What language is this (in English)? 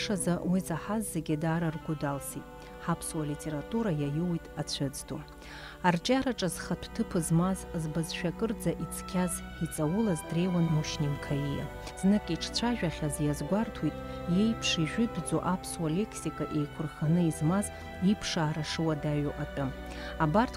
Abkhazian